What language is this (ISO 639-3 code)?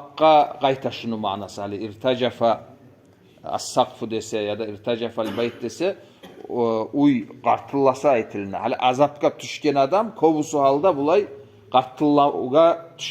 kum